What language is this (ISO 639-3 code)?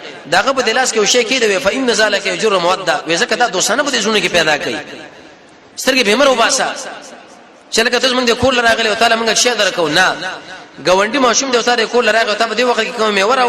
pus